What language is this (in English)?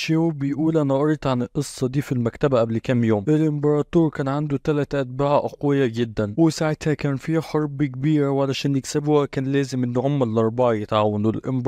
Egyptian Arabic